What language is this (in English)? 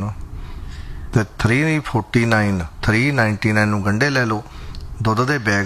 Punjabi